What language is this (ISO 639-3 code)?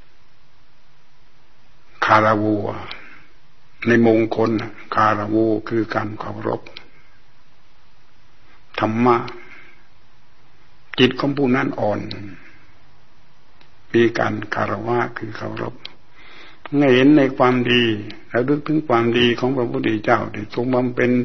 tha